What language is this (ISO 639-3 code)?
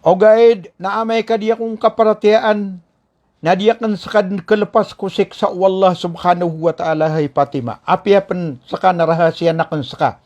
mrw